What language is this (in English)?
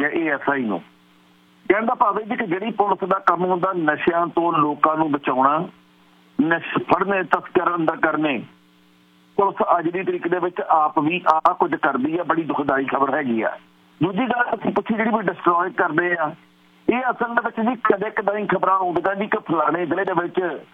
Punjabi